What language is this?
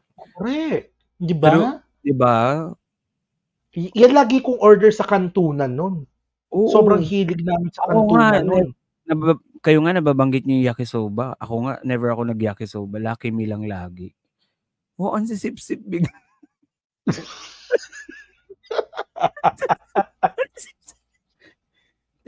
Filipino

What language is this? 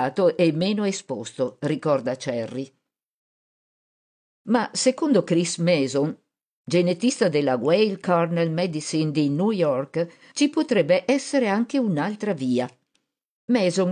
Italian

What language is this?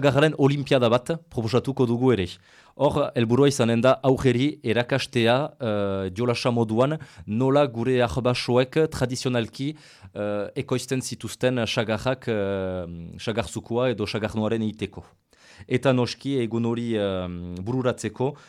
Basque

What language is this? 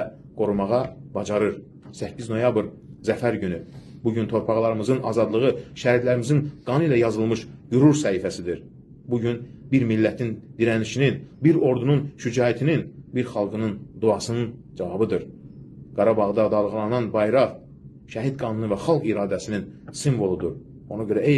Azerbaijani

